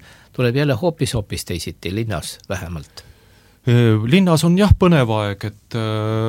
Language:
Estonian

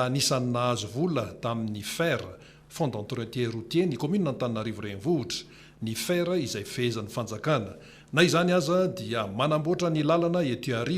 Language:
Malagasy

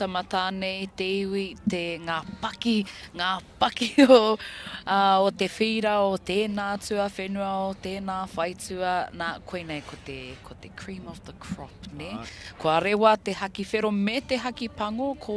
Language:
Māori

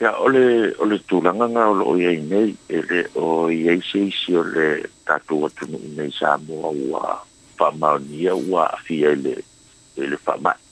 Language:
Samoan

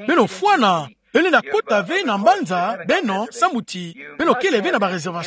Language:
Kituba (Democratic Republic of Congo)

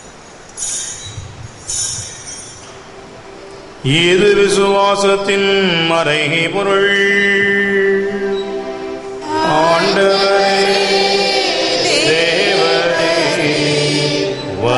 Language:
Tamil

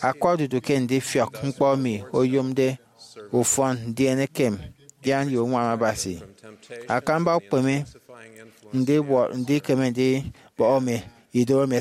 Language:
Efik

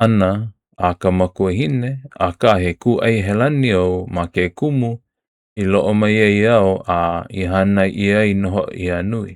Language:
Hawaiian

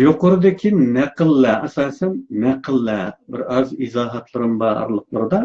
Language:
Uyghur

